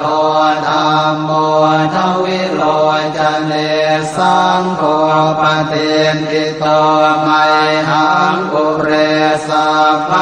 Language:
Pali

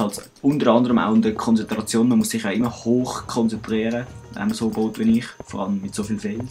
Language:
Swiss German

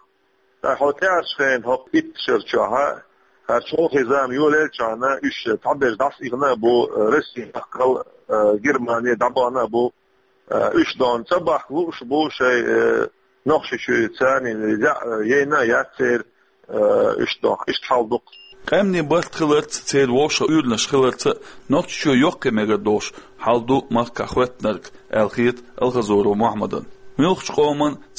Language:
Chechen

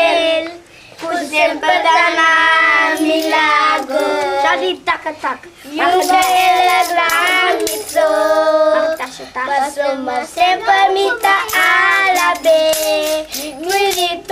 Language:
Papiamento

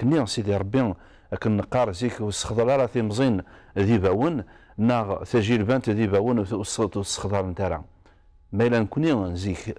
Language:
Kabyle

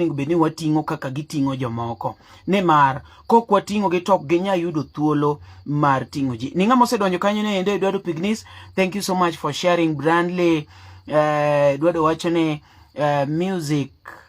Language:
Luo (Kenya and Tanzania)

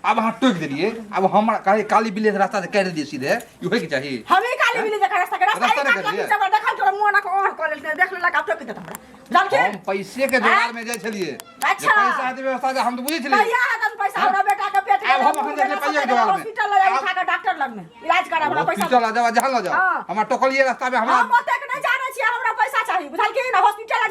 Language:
Maithili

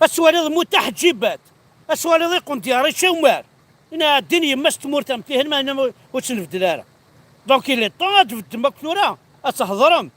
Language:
Kabyle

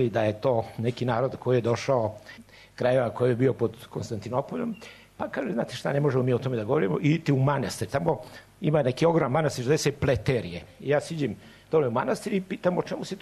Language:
Serbian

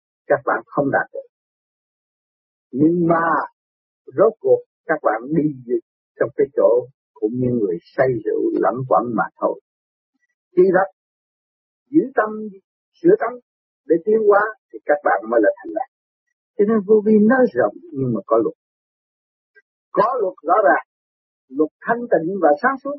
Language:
Vietnamese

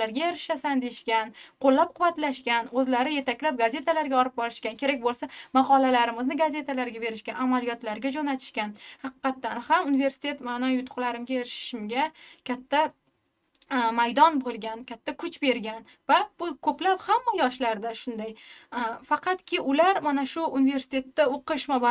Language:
Uzbek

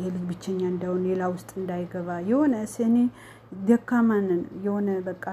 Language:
Amharic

